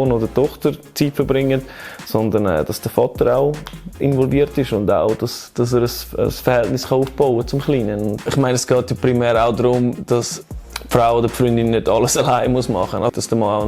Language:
Swiss German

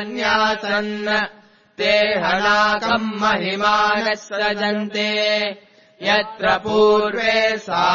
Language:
Sanskrit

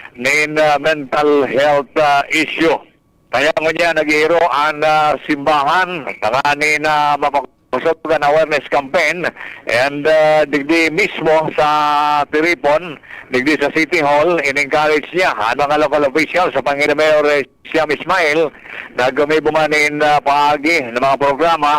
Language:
Bikol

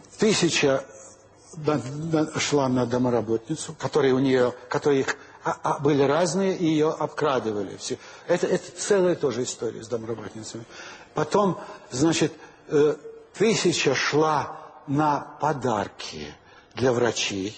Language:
Russian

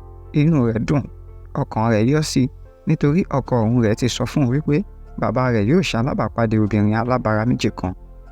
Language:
Yoruba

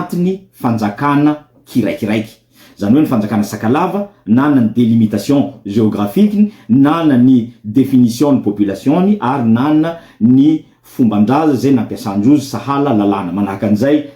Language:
Malagasy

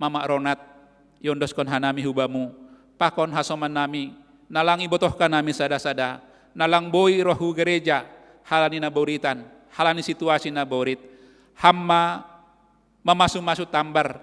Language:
Batak Simalungun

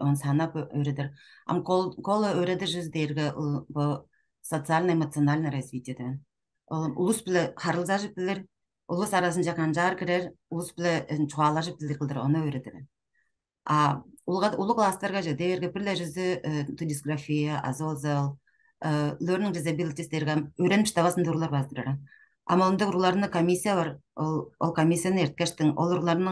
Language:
Tuvinian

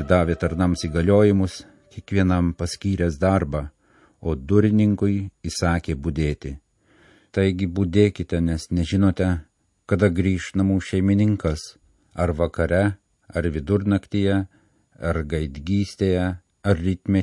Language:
Lithuanian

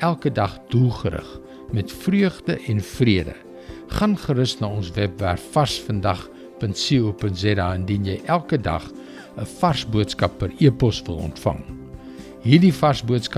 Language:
Afrikaans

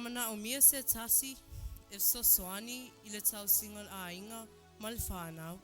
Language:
Samoan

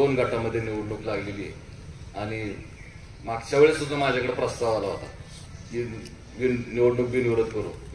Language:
Marathi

